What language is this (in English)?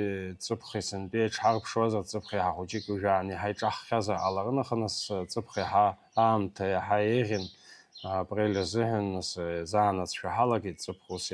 Abkhazian